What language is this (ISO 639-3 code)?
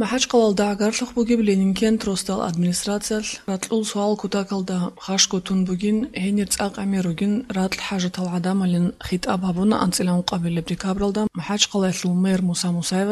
ava